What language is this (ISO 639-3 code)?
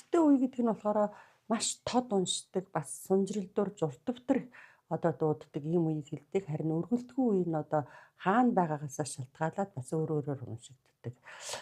mon